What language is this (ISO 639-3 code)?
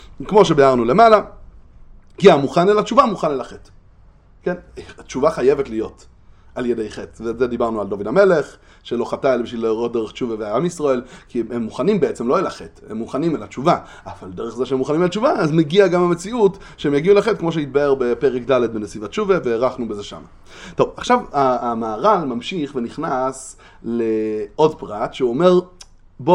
heb